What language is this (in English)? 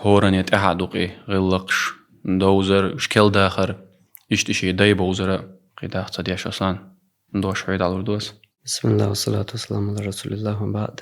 Chechen